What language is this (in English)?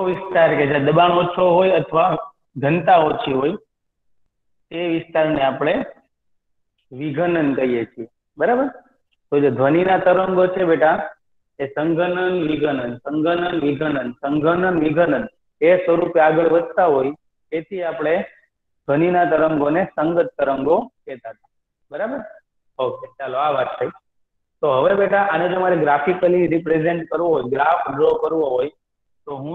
Gujarati